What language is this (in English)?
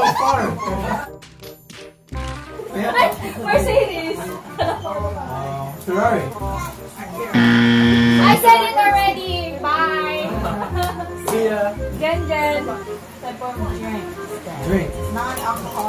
Filipino